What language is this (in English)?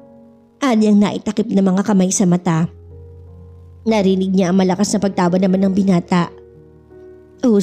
Filipino